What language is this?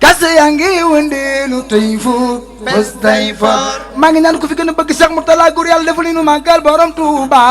Wolof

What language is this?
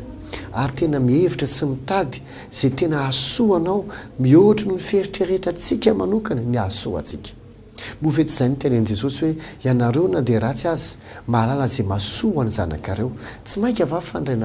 Malagasy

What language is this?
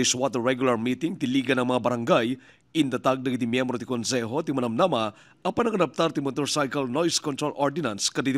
Iloko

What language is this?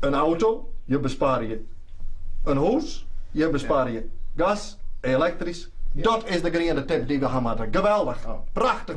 Western Frisian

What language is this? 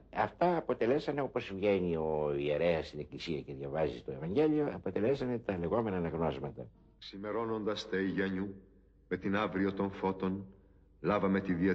Greek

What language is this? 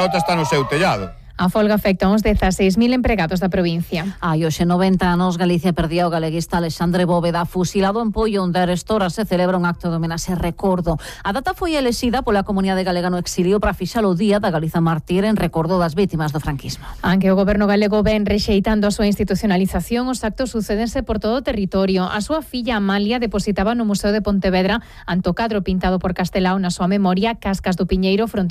Galician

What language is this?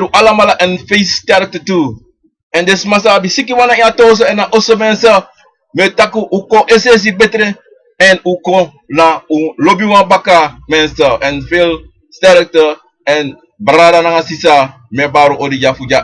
Sranan Tongo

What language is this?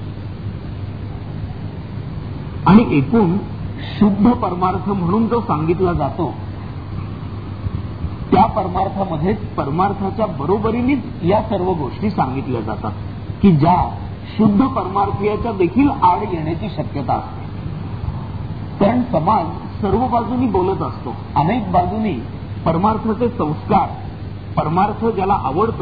Marathi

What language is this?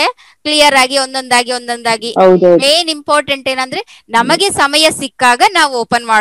Kannada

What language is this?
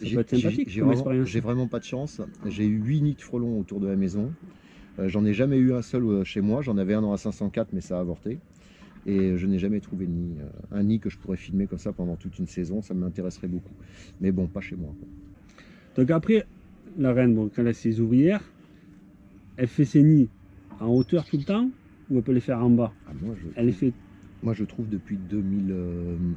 French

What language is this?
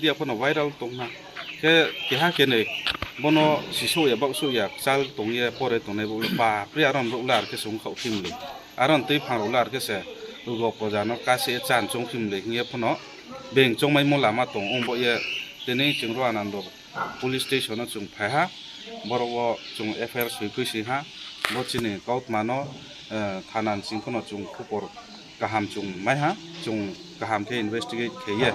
Riang (India)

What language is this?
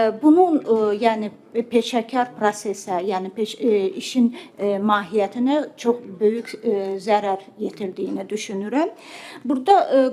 Azerbaijani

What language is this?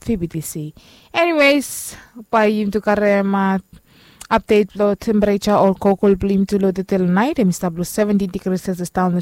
Bislama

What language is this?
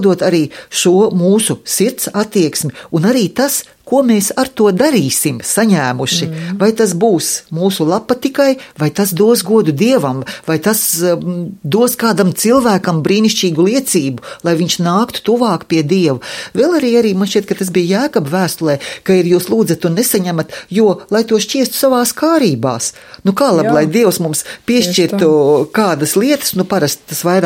Latvian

